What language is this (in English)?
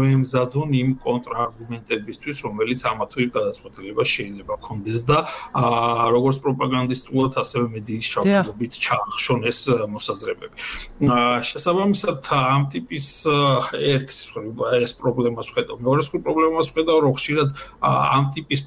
Georgian